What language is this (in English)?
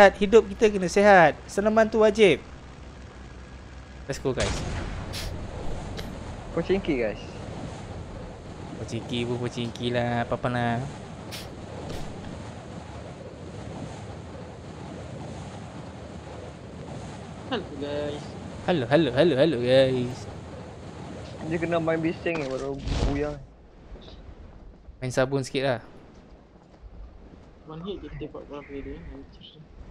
Malay